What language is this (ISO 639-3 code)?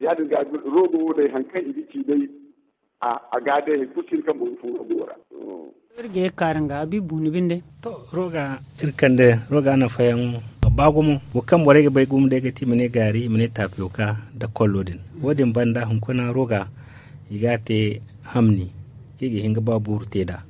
dje